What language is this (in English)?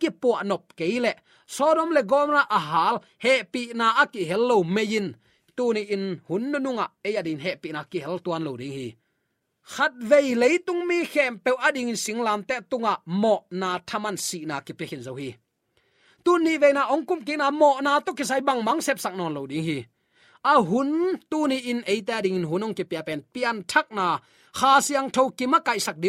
Tedim Chin